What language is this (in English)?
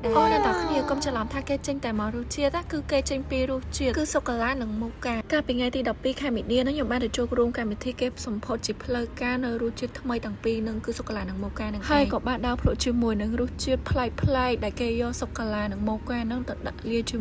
Khmer